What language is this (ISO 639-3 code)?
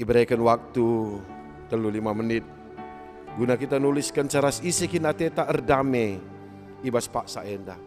btx